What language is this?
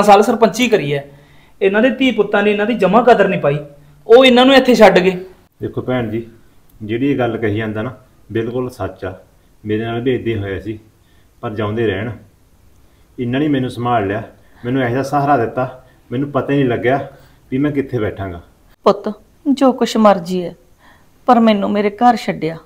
Punjabi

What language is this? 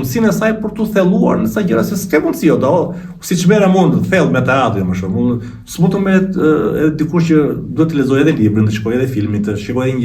Albanian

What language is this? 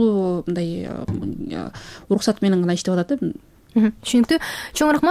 Kyrgyz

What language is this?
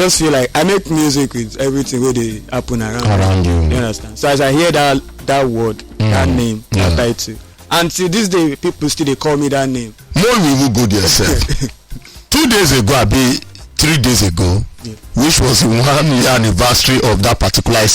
Nigerian Pidgin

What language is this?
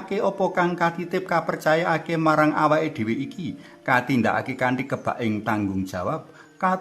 Javanese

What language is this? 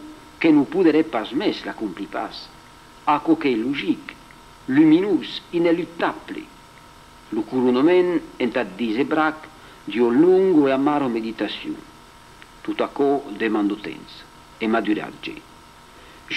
Occitan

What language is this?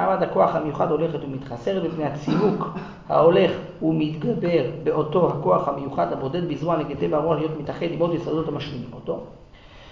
Hebrew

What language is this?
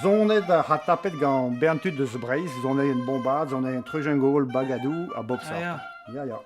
Breton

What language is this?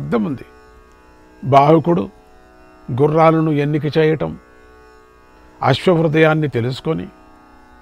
Telugu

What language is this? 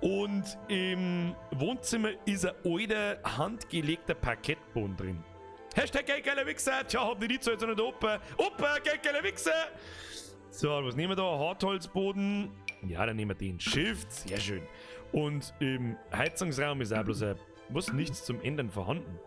Bavarian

